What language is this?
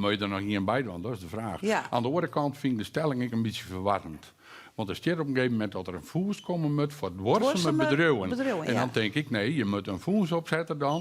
Western Frisian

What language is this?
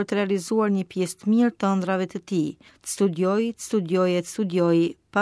Albanian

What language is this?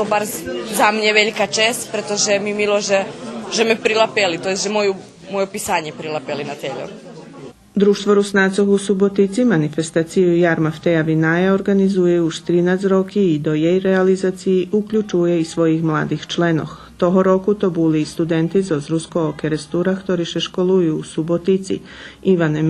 Rusyn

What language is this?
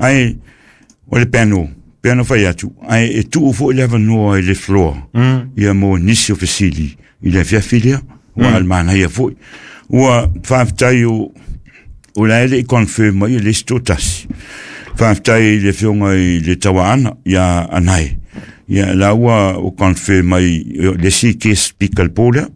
Samoan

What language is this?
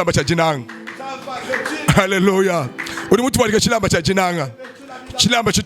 Luba-Lulua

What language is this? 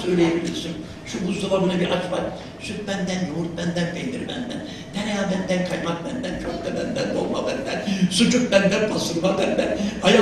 Turkish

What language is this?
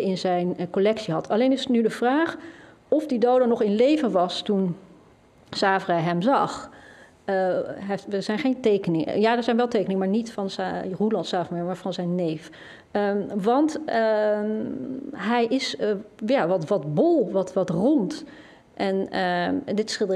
Dutch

